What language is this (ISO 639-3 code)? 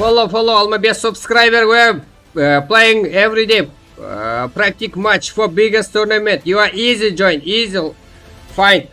kaa